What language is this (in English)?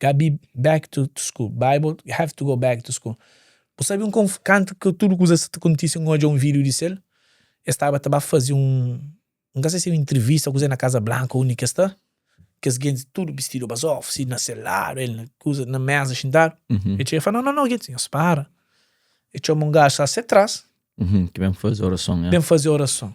Kabuverdianu